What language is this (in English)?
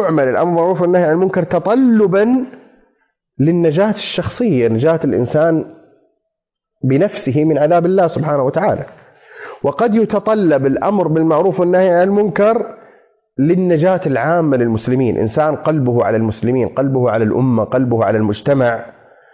Arabic